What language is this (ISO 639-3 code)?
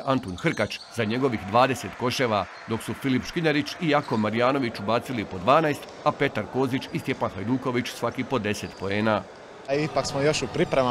hrv